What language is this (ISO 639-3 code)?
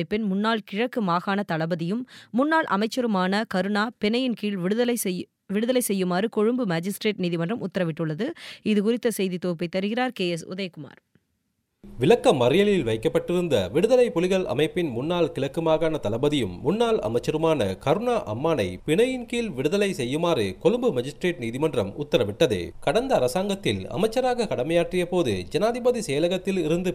tam